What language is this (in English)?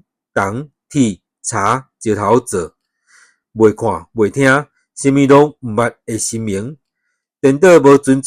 Min Nan Chinese